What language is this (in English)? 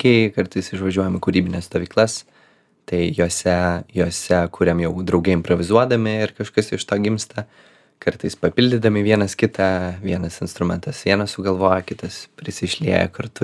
Lithuanian